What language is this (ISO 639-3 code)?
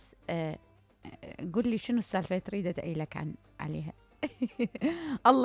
acm